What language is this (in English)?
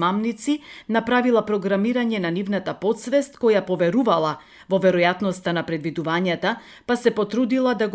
Macedonian